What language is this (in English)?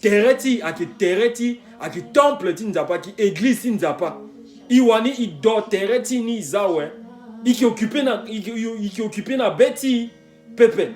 Sango